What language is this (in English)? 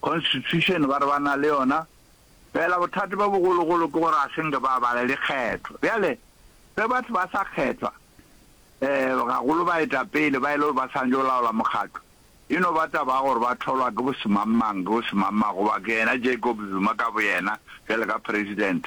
Northern Sotho